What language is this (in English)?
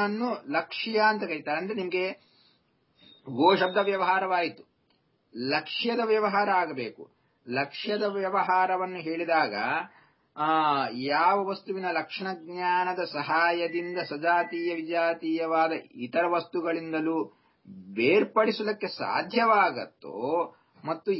Kannada